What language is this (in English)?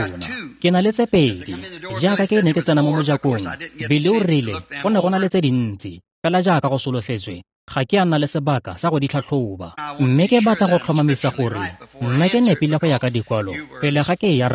Tswana